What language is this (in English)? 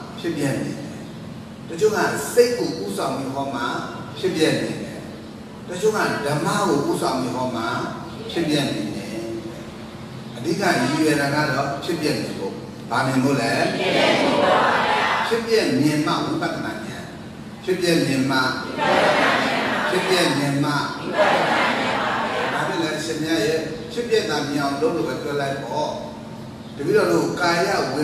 Burmese